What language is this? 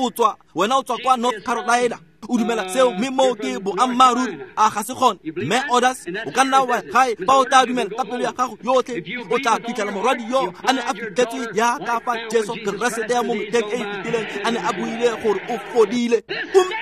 Tswana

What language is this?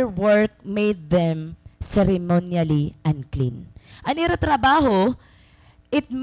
Waray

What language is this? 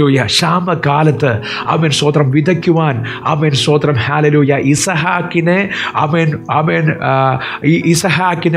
Malayalam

